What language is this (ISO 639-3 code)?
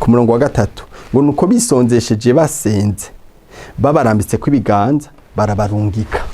run